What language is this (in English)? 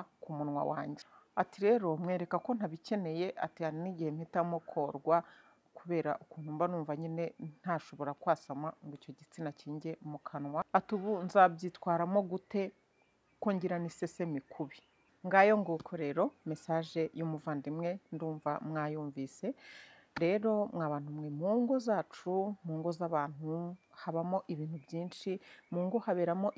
Kinyarwanda